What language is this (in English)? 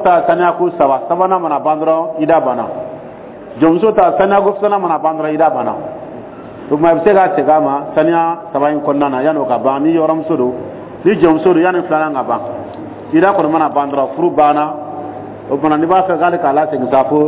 Dyula